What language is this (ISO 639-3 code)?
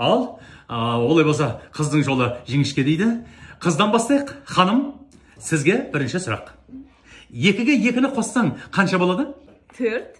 kaz